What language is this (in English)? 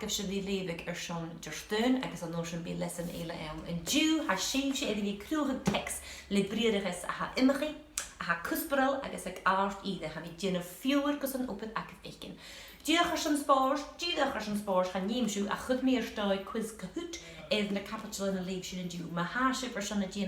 Scottish Gaelic